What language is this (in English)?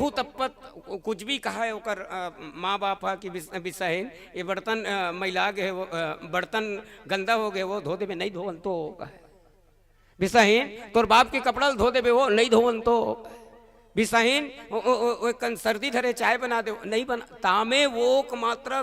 Chhattisgarhi